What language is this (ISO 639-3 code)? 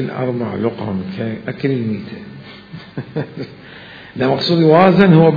acm